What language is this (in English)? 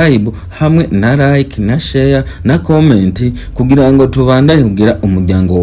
Rundi